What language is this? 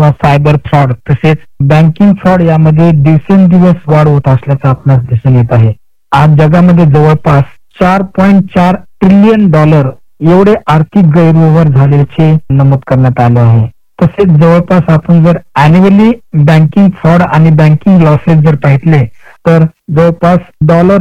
Marathi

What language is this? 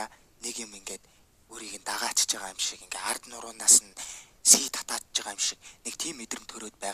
Mongolian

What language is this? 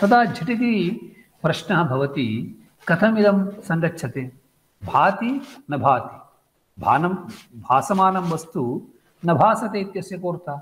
Sanskrit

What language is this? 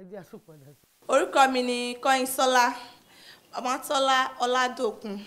Yoruba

